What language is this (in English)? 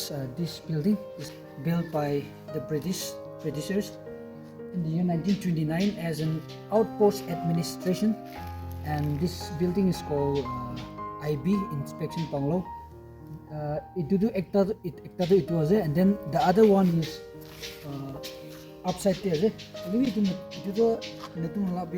Naga Pidgin